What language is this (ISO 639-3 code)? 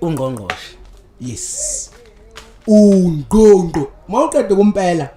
zul